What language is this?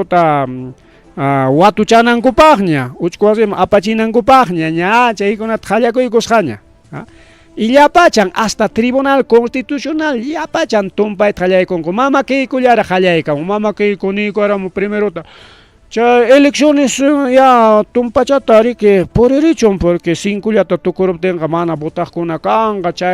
Ayacucho Quechua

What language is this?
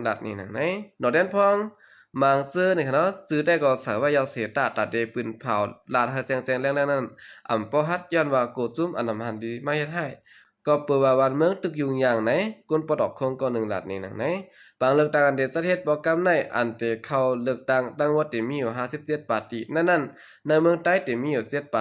Shan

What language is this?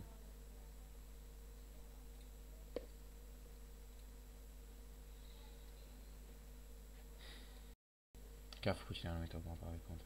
Romanian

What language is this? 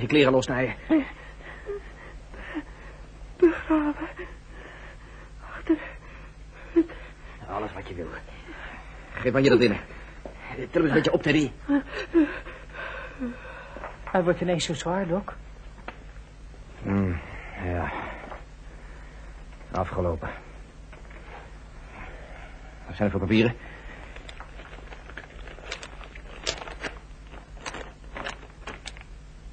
Dutch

